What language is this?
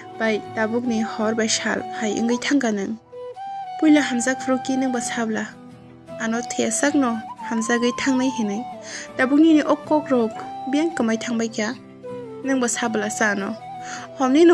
Kok Borok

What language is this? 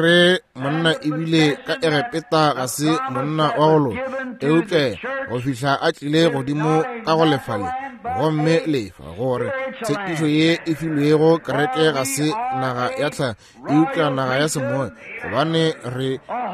Northern Sotho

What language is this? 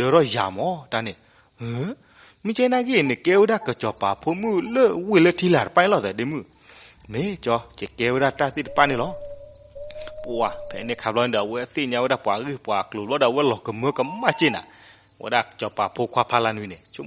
S'gaw Karen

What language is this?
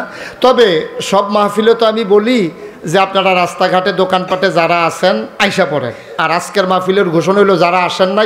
Bangla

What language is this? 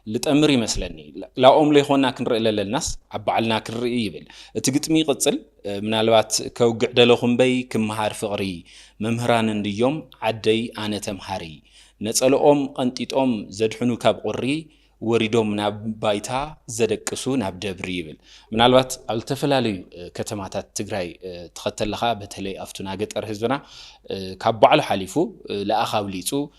Tigrinya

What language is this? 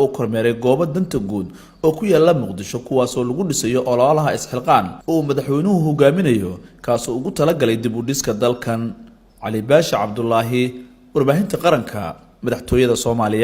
Somali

